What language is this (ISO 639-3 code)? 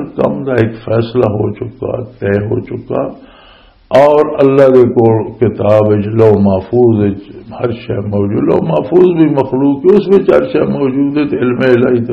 lah